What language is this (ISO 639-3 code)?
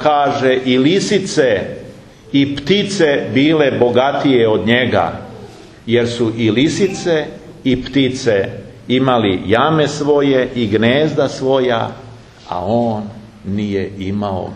srp